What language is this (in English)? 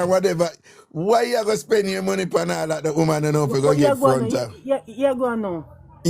Jamaican Creole English